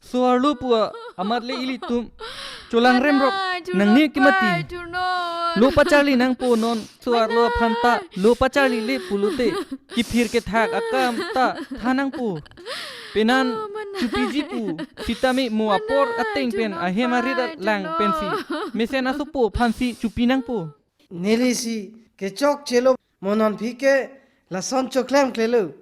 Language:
Karbi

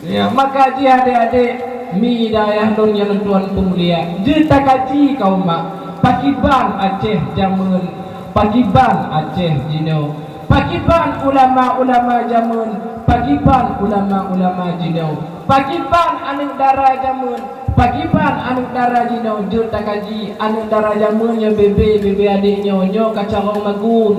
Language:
Achinese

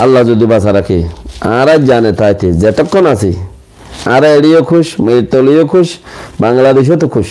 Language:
Rohingya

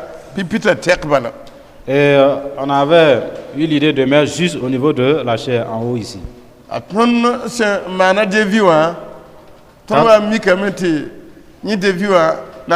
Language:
Mossi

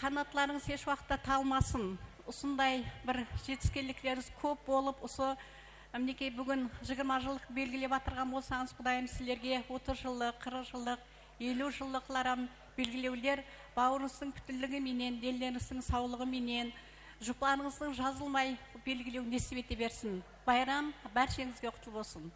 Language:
Kara-Kalpak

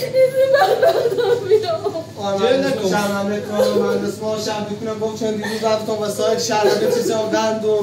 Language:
Persian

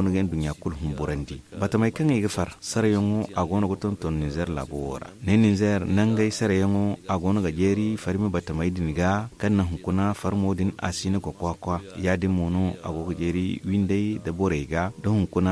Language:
Zarma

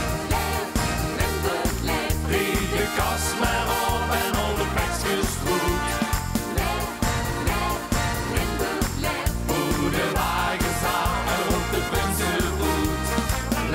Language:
Limburgish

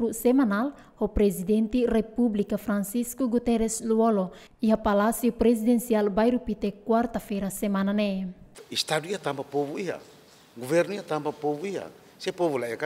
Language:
Tetum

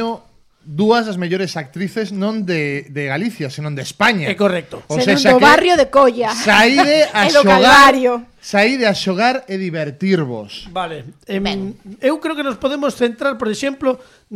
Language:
Galician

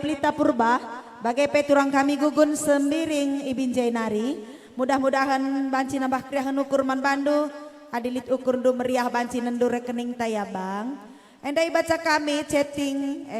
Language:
Batak Karo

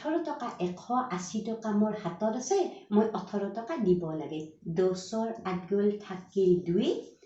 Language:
Assamese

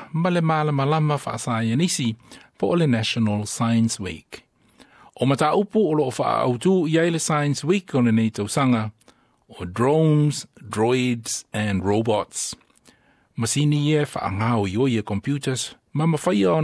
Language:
Samoan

